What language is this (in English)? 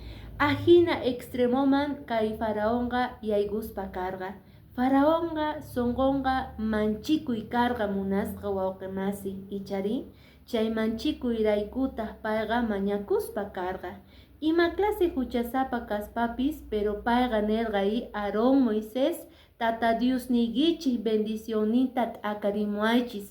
Quechua